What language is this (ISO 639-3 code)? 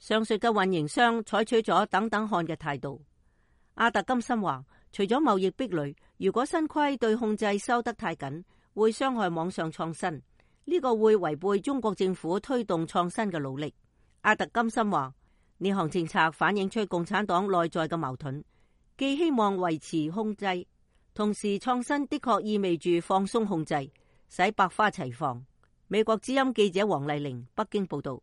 yue